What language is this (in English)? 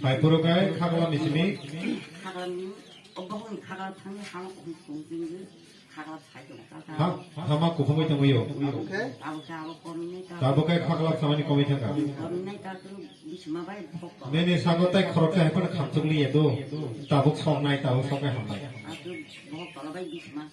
Kok Borok